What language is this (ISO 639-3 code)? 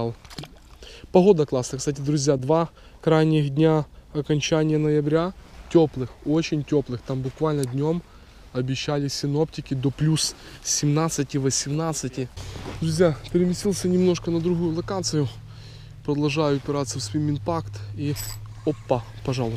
rus